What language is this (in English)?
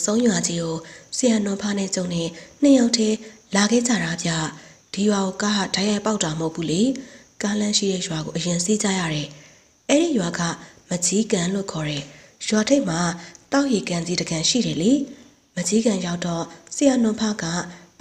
Burmese